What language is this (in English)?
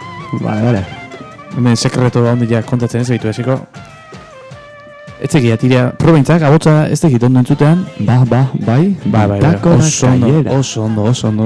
Basque